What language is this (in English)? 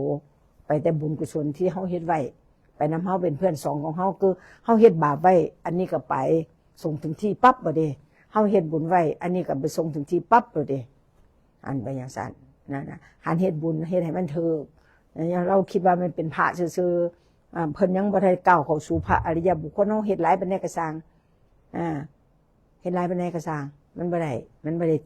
Northeastern Thai